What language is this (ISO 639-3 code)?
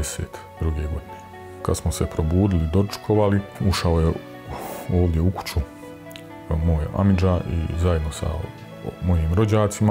bos